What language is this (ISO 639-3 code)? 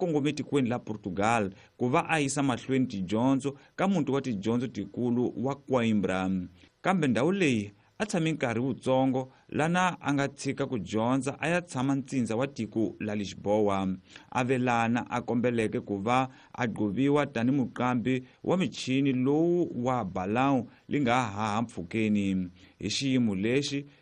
tso